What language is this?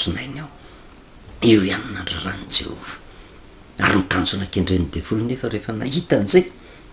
Malagasy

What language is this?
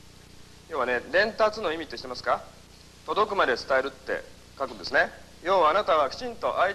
Japanese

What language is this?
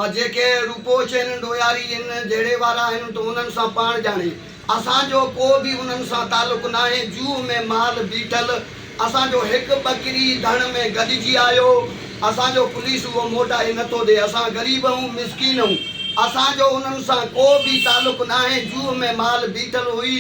Sindhi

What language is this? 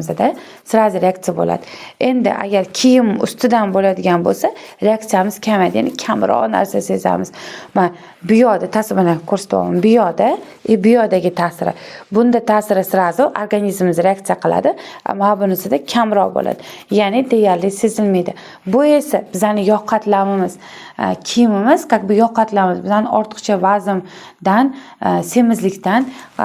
Uzbek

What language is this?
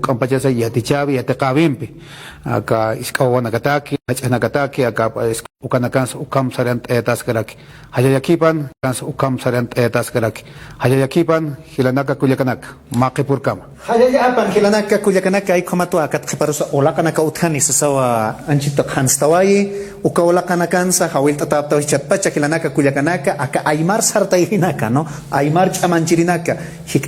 Aymara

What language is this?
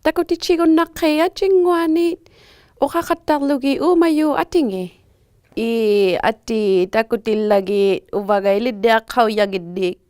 Inuktitut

